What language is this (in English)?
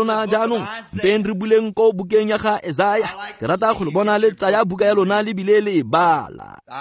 Tswana